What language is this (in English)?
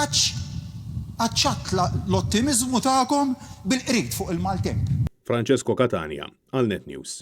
Maltese